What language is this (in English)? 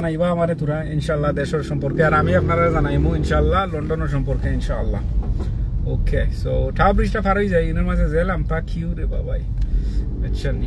Sylheti